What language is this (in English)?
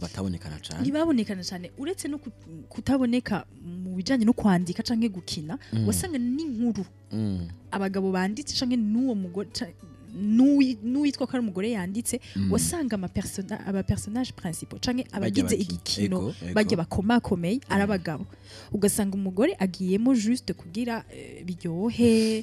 Rundi